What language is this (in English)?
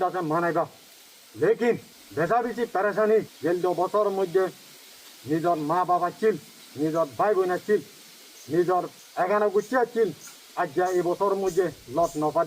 Rohingya